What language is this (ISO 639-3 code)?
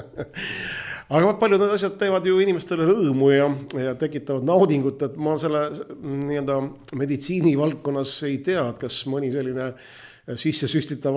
est